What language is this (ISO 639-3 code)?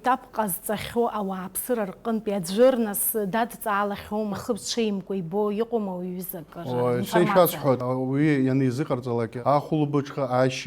abk